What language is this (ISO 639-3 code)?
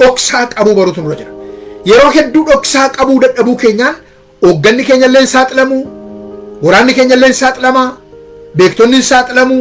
orm